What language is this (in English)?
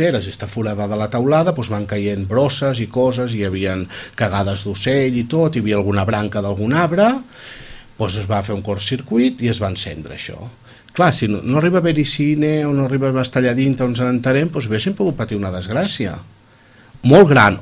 Catalan